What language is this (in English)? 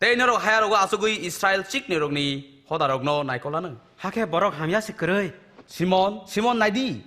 Kok Borok